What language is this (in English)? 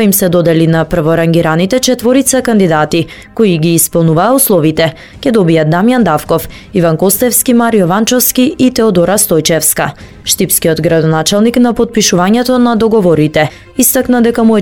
Macedonian